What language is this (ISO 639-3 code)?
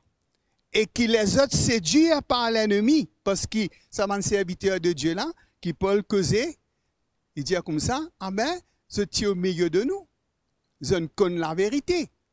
mfe